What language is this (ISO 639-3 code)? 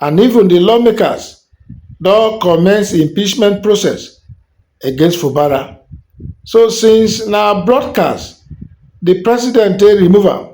pcm